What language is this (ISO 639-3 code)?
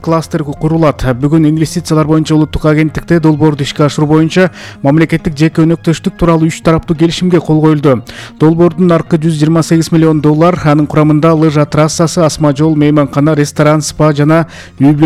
kir